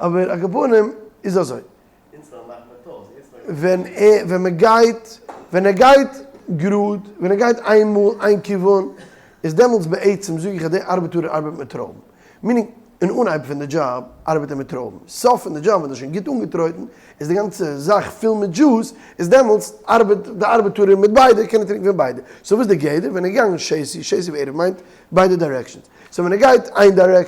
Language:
Yiddish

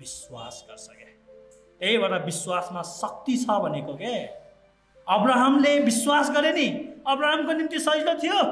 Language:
Nepali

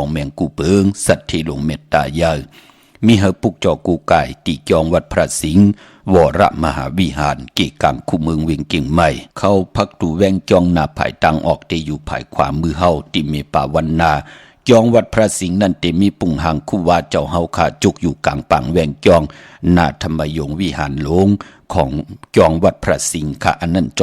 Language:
Shan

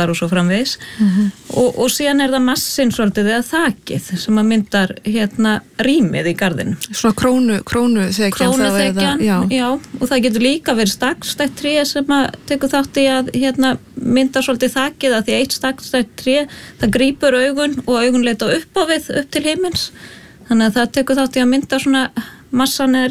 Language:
Icelandic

